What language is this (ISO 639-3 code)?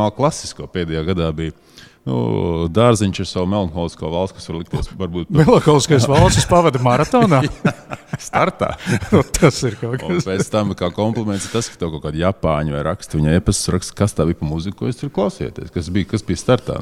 lav